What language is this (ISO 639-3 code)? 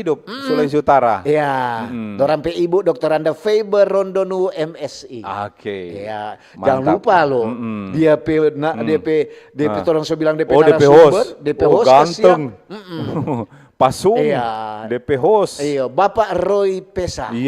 xmm